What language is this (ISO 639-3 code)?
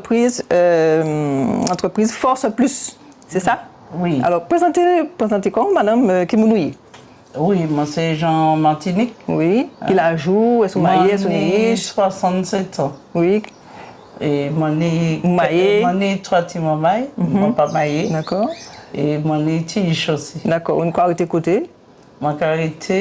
gcf